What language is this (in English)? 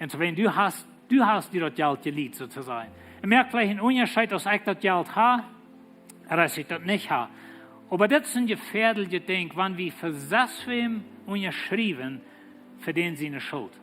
Plautdietsch